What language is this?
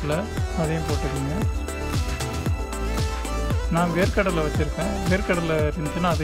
Tamil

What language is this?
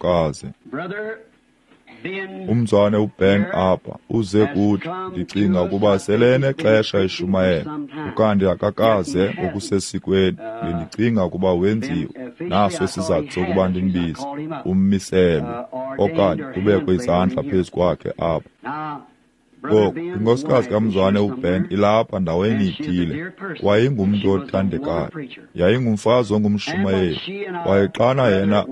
Xhosa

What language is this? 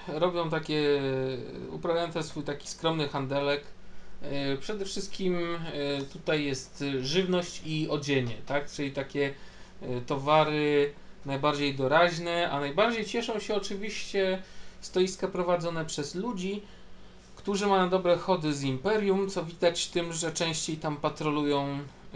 Polish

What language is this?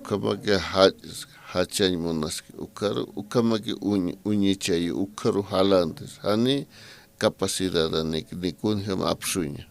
Aymara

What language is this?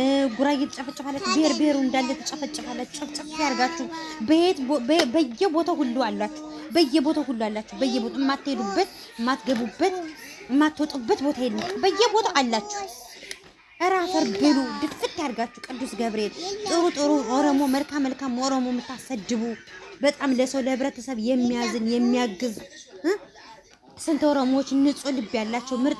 Amharic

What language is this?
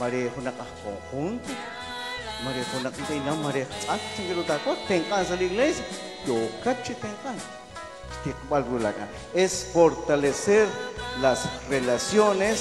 Kekchí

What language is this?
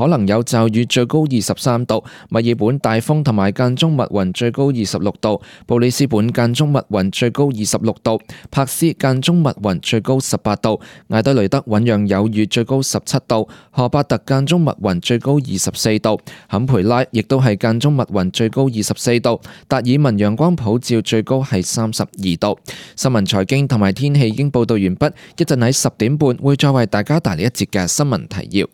Cantonese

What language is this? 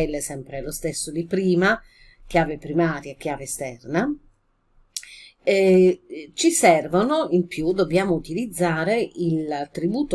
Italian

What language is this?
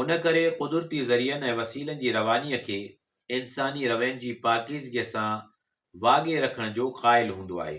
Sindhi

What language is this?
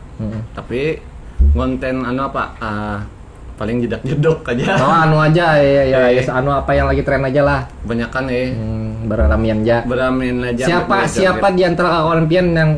Banjar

